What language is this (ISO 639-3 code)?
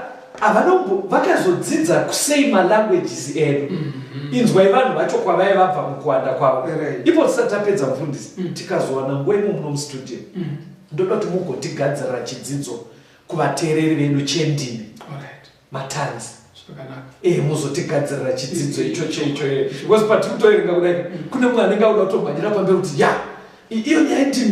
sna